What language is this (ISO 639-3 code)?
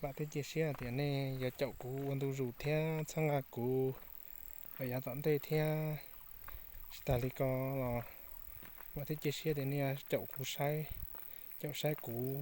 hmn